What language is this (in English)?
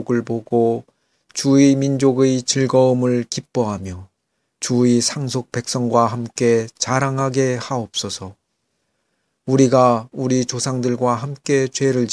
Korean